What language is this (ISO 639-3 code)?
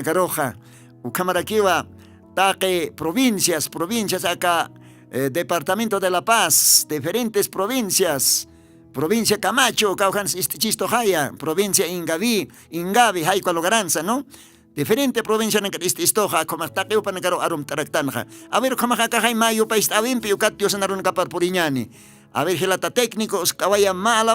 aym